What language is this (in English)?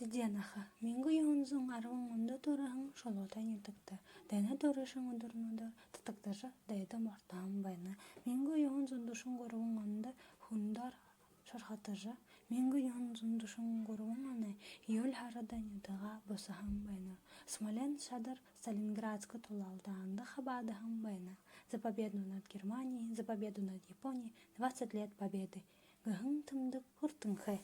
Buriat